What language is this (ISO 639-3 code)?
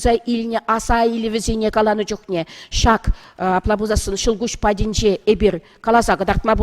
chv